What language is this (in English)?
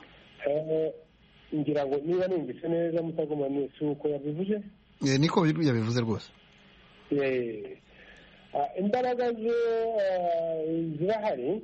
Kinyarwanda